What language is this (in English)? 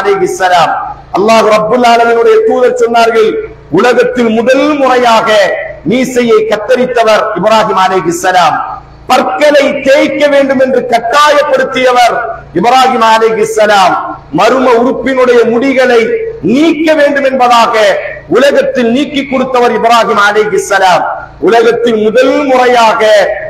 Tamil